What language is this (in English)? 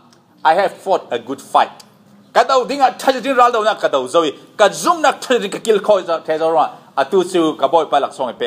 Falam Chin